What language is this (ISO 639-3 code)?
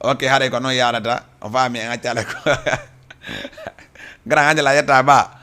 ful